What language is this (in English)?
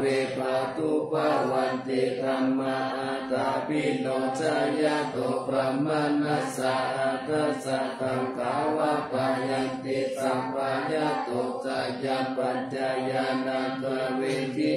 Pali